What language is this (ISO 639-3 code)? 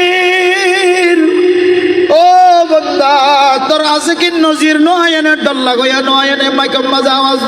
rhg